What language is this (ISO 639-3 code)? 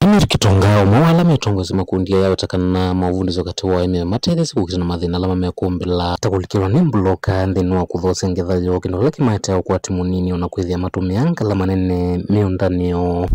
kam